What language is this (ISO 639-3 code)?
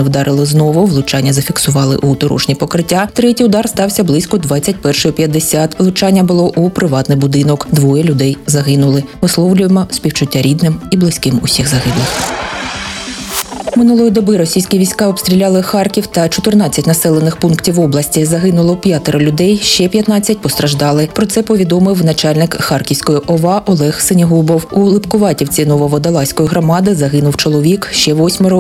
ukr